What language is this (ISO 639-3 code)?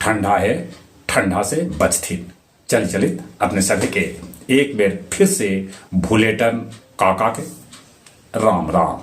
mag